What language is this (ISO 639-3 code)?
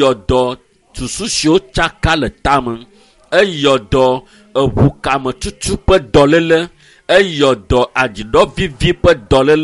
ewe